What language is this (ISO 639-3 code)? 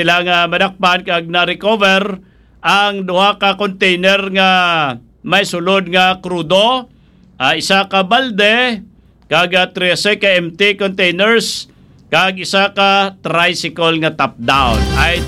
hil